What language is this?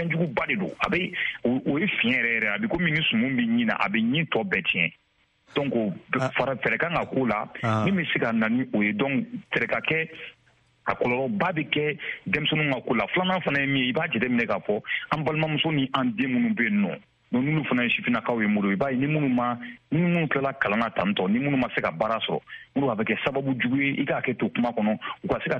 Bambara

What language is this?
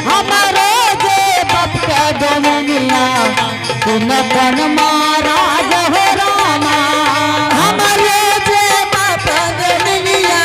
Angika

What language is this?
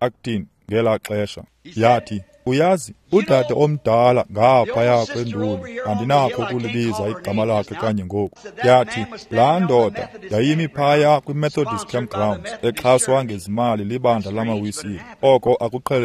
Xhosa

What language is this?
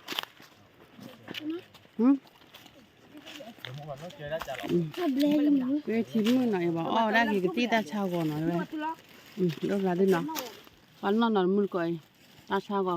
S'gaw Karen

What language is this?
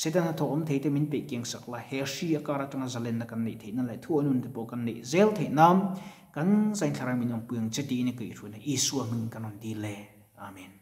Mizo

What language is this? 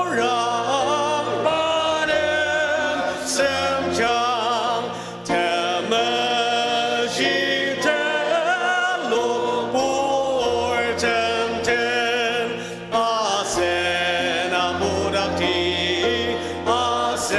Ao Naga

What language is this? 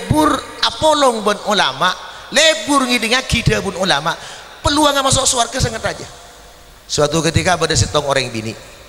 Madurese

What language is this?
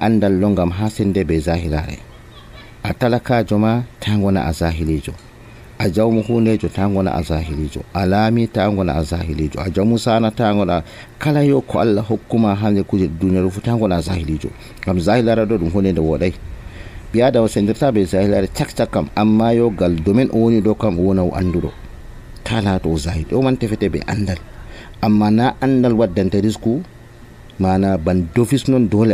Nigerian Fulfulde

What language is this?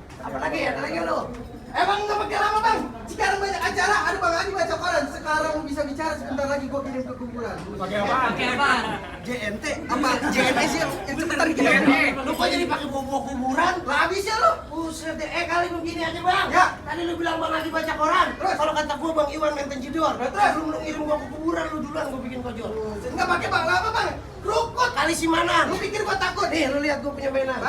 Betawi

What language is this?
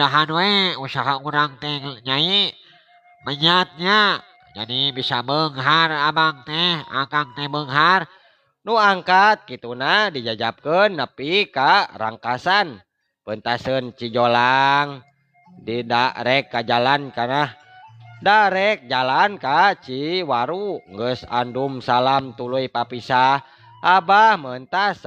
Sundanese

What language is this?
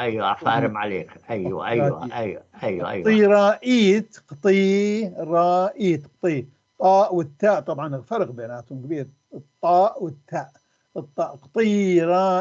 North Levantine Arabic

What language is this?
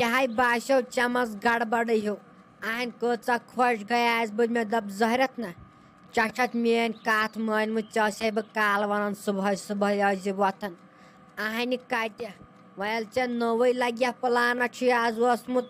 Kashmiri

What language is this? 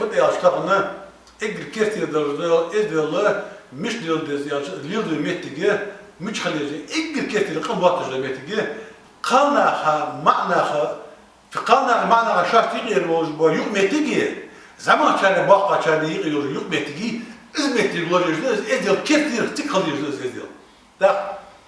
Ingush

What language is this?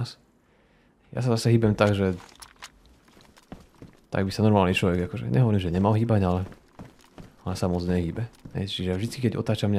Slovak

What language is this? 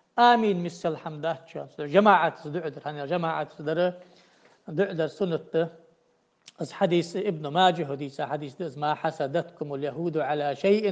Ingush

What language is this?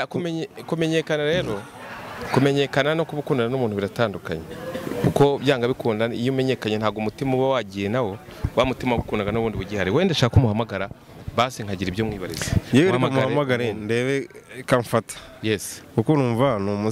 Kinyarwanda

